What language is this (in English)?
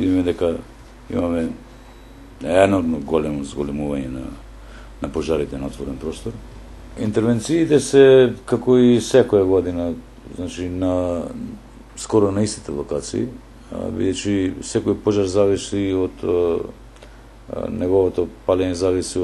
Macedonian